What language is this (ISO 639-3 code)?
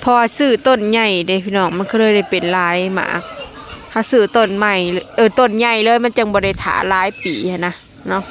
lao